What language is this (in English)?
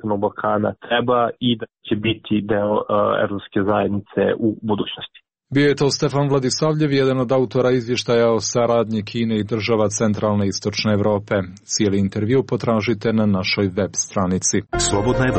Serbian